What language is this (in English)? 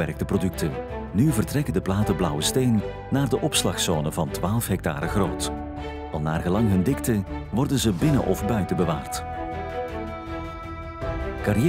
Dutch